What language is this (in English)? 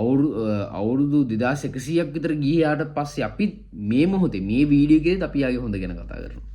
Sinhala